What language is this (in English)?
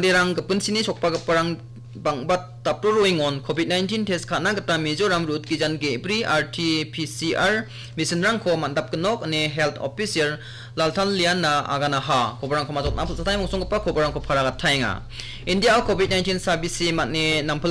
Garo